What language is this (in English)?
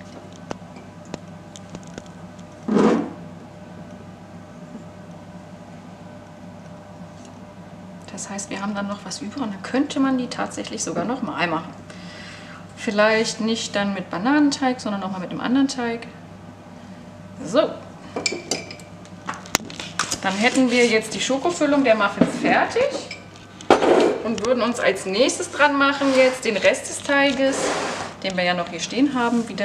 German